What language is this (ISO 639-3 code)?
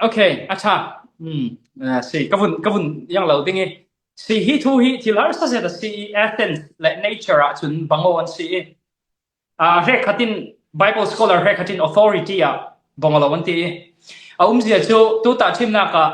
cfm